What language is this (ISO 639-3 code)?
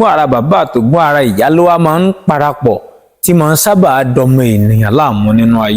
yor